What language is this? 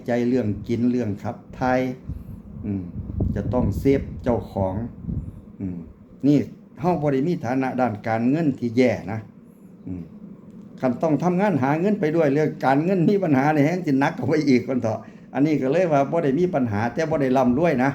Northeastern Thai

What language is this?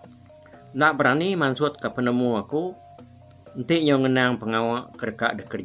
Iban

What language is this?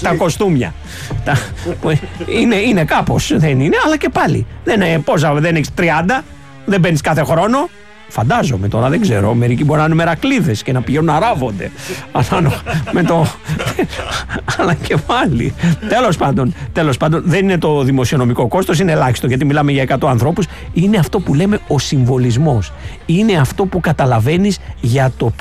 Greek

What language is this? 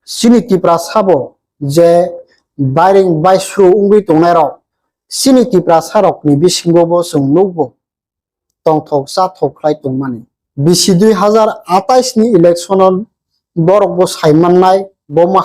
Kok Borok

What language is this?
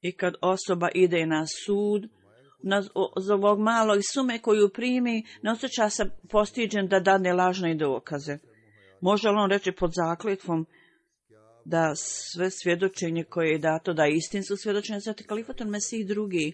Bosnian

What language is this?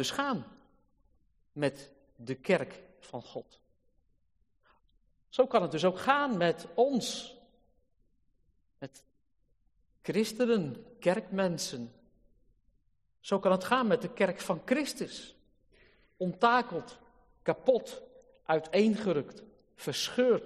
Dutch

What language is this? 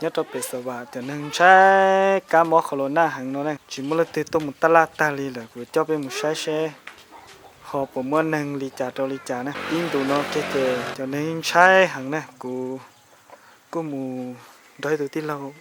Hmong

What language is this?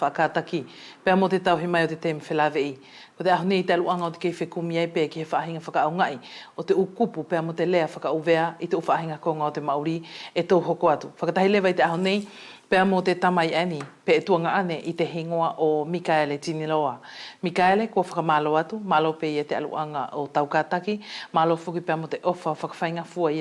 Wallisian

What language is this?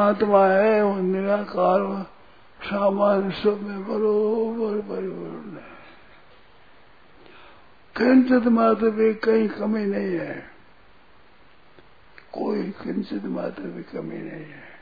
Hindi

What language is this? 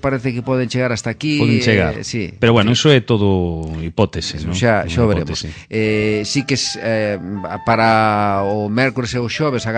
Galician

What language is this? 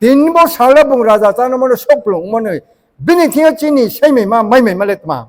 Riang (India)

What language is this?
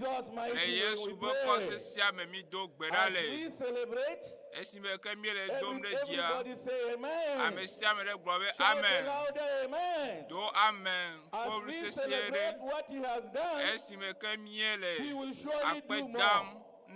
Ewe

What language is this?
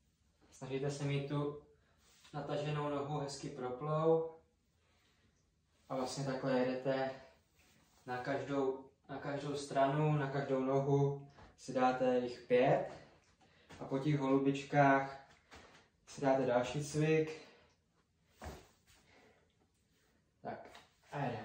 Czech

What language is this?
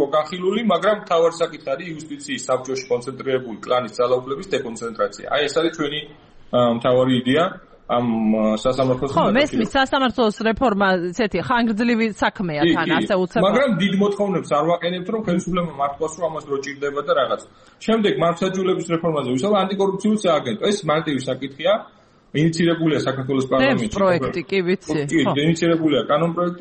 Georgian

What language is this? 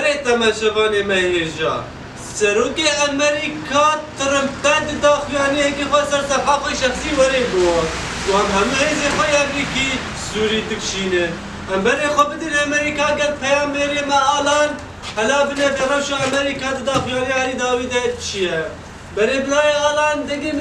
Kurdish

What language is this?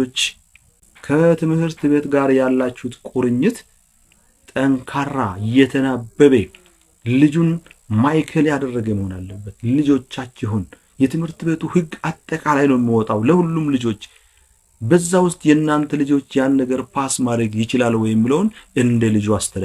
Amharic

